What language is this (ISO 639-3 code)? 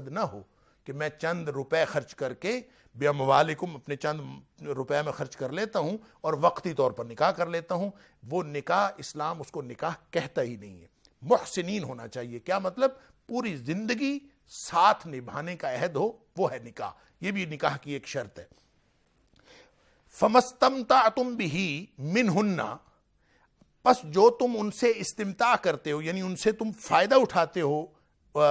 urd